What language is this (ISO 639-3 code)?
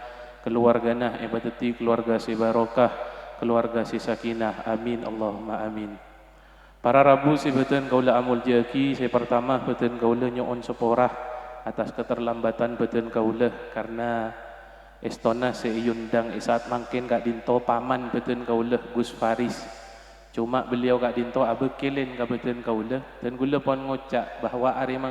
mad